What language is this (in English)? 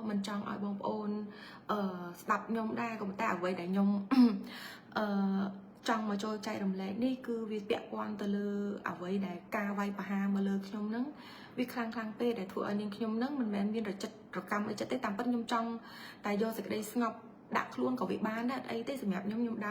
Khmer